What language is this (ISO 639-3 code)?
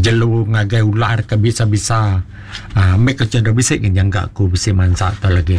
iba